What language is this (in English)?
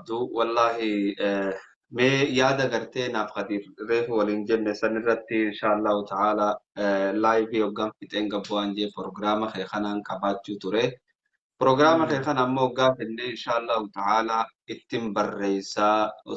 Oromo